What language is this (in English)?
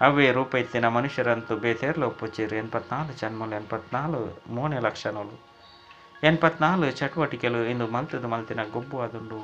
Tulu